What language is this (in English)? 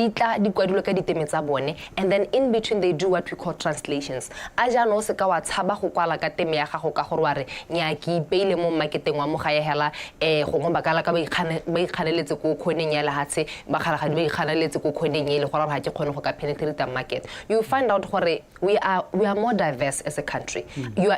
Tswana